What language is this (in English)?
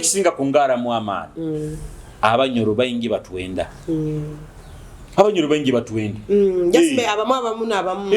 Nyoro